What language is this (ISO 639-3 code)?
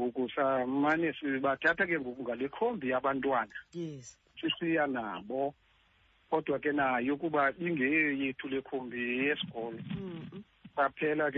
xho